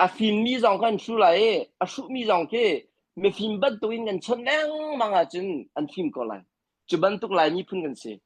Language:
Hakha Chin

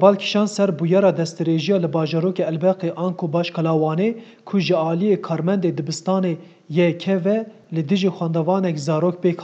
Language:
Kurdish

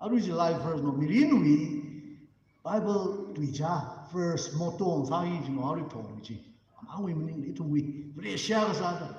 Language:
Tangkhul Naga (India)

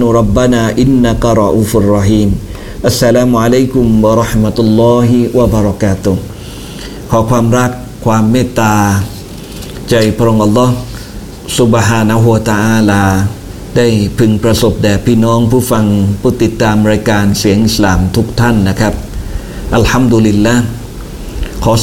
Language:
Thai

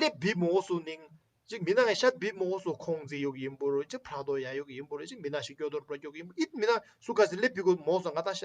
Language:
Tibetan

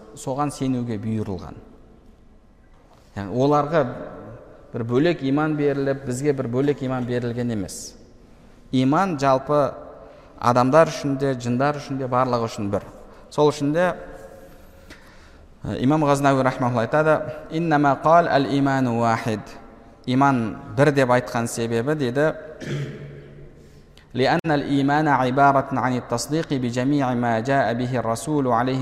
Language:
Kazakh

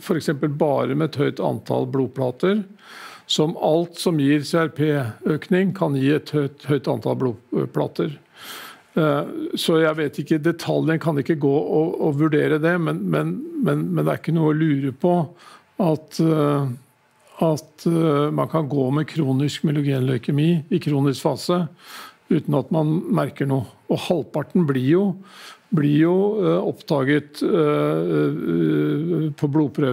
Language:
Norwegian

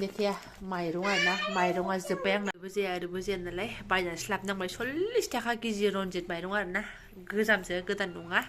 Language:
Bodo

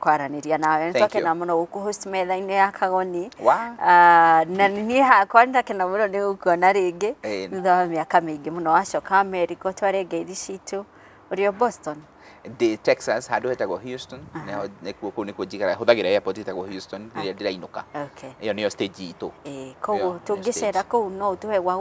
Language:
Kikuyu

